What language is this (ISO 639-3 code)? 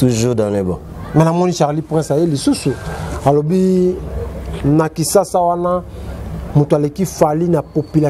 lin